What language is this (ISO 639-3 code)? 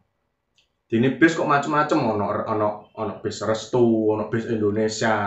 jav